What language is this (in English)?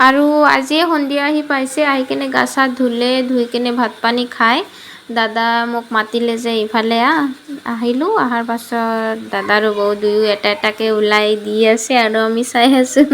Assamese